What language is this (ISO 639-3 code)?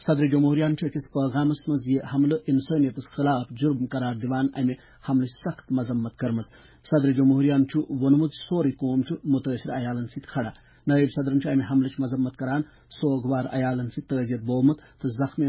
kas